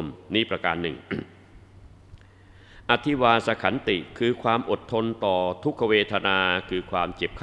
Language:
Thai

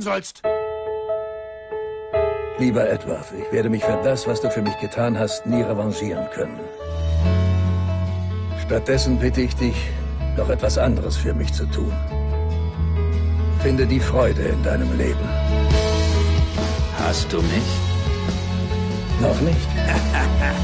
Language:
German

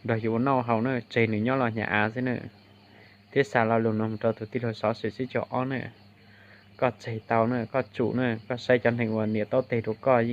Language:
Hmong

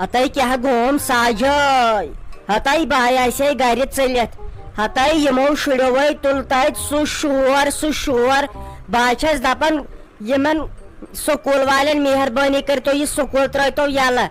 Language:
Kashmiri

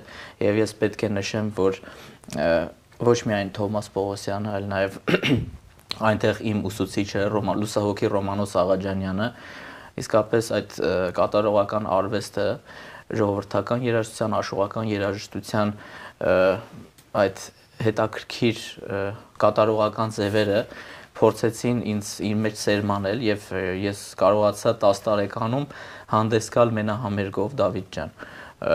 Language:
Armenian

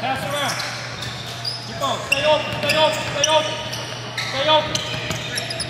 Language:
English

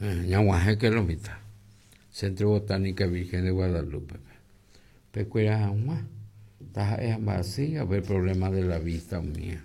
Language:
Guarani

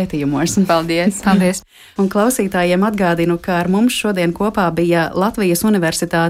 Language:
Latvian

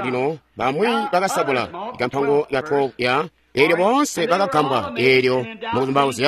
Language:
Tonga (Zambia)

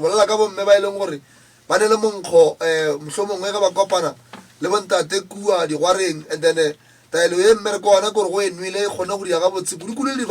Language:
Northern Sotho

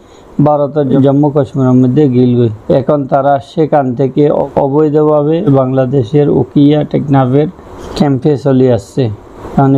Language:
Rohingya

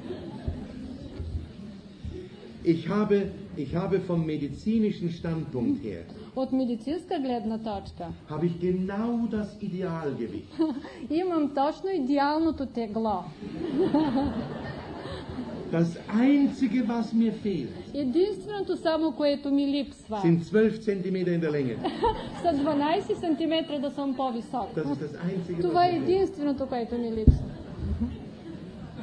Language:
Bulgarian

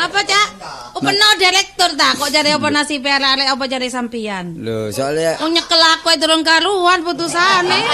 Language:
Javanese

